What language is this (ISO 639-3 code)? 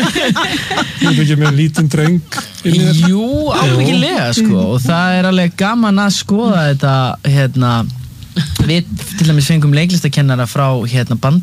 isl